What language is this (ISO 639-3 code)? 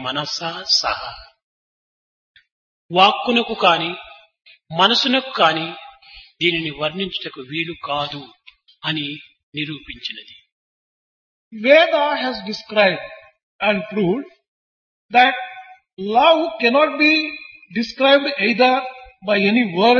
tel